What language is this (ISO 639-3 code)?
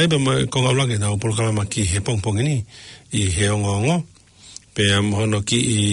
ton